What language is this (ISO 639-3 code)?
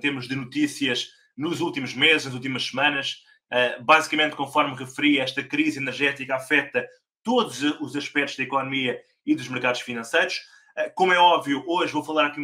por